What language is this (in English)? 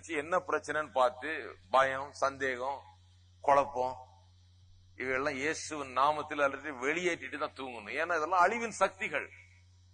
Tamil